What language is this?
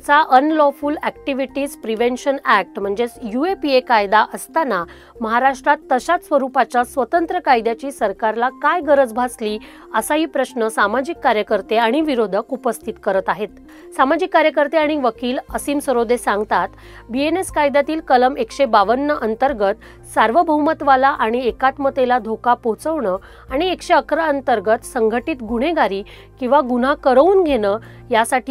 Marathi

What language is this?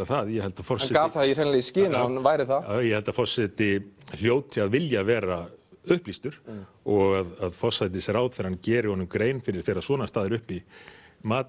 Icelandic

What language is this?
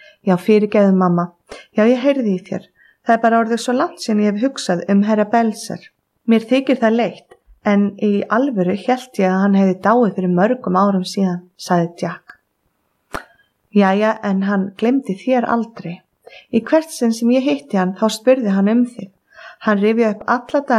Icelandic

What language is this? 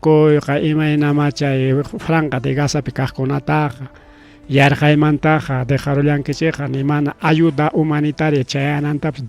Ayacucho Quechua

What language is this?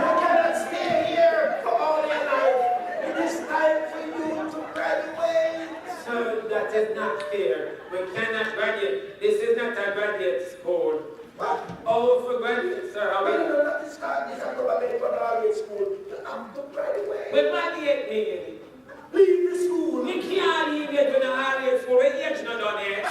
Jamaican Creole English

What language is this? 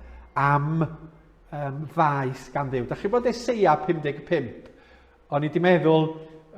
Welsh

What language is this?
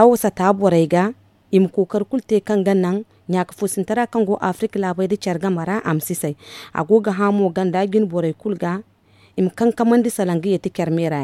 Zarma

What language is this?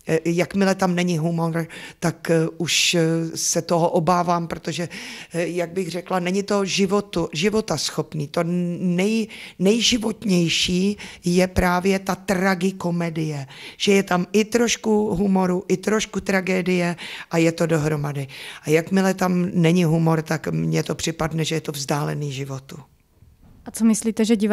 Czech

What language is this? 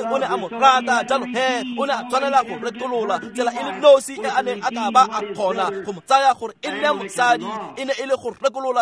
Tswana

